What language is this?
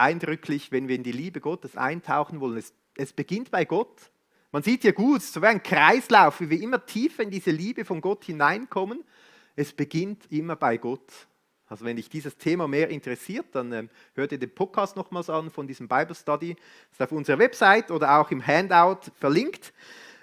Swiss German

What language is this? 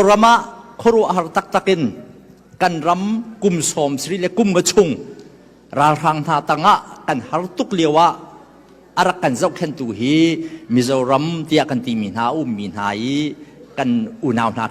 Hakha Chin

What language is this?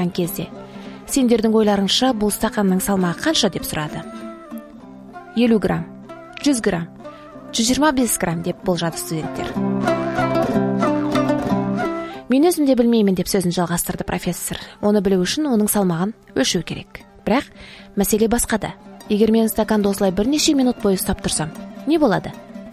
Kazakh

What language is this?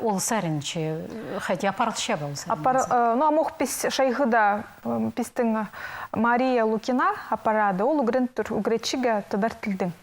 Khakas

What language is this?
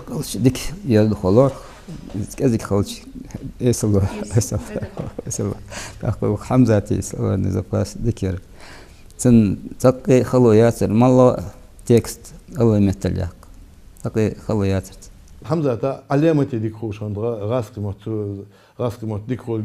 Ingush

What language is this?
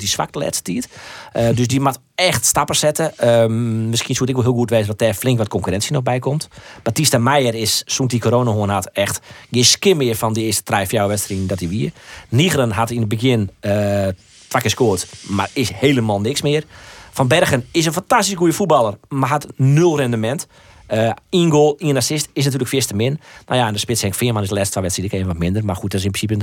Western Frisian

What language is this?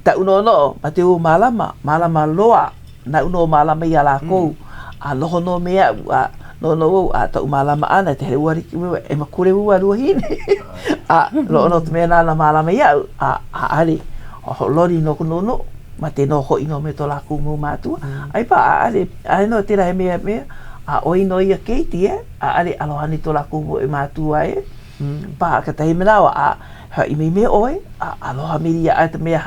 Hawaiian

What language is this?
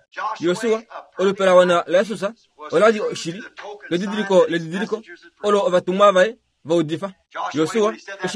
Kuanyama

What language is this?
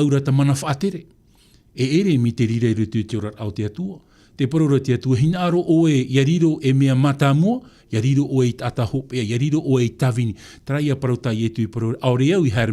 Tahitian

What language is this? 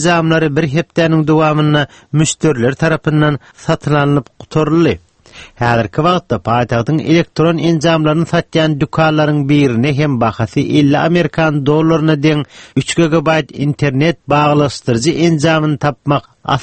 Turkmen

